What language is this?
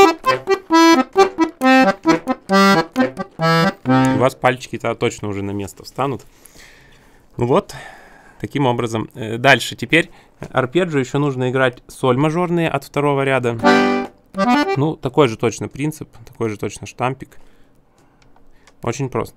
Russian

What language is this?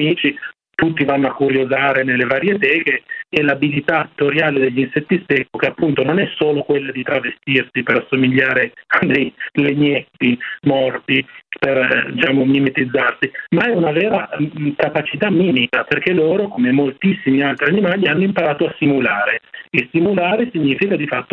Italian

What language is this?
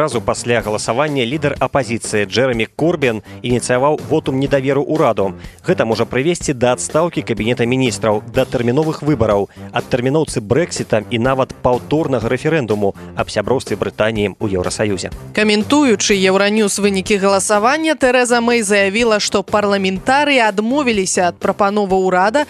Belarusian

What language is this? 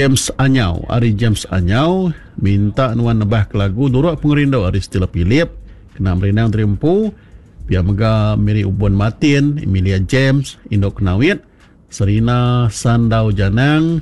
Iban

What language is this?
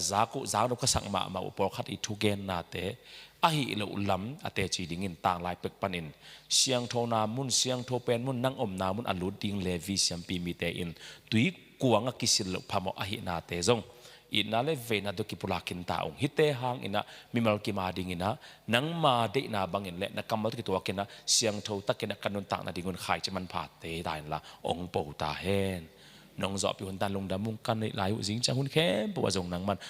Tedim Chin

